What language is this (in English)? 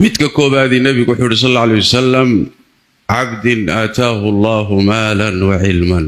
Somali